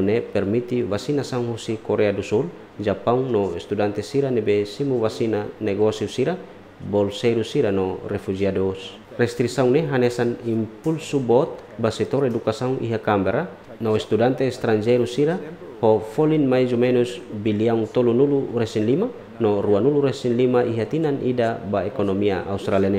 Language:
Tetum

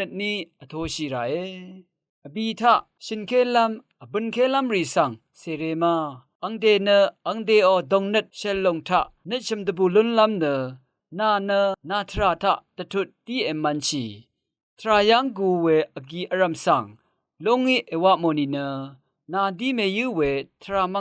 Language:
Rawang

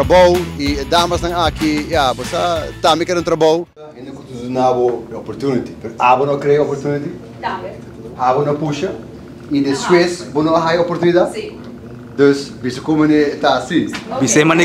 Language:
Papiamento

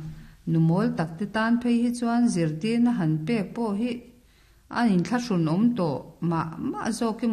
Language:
Mizo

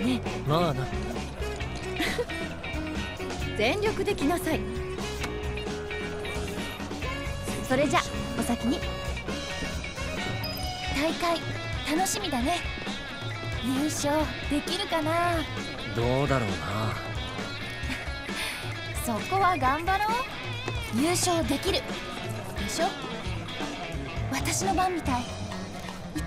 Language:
Japanese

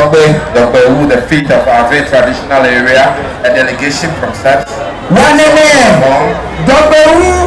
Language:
Ewe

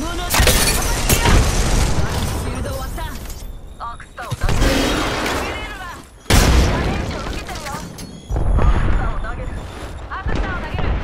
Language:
Japanese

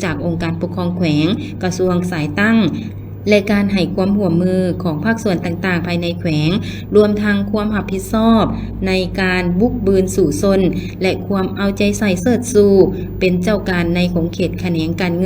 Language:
Lao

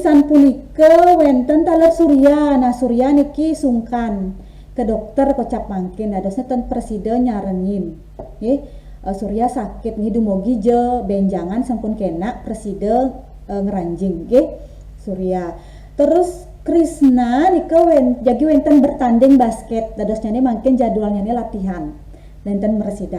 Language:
Balinese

